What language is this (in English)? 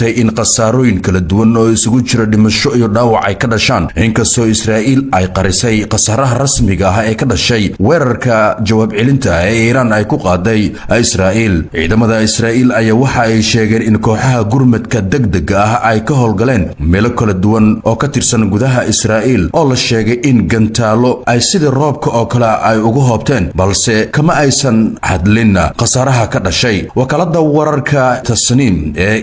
Somali